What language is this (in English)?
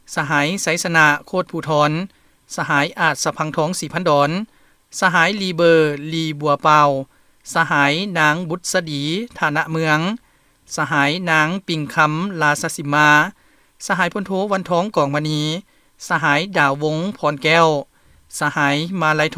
Lao